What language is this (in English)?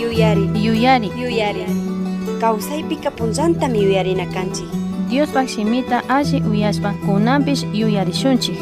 Chimborazo Highland Quichua